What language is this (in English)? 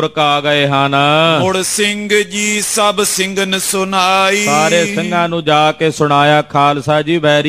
Punjabi